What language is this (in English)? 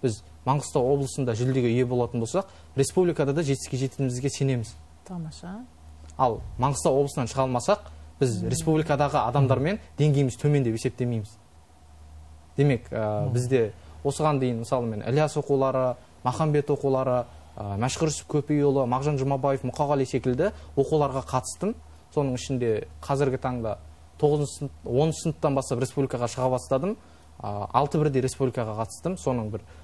Kazakh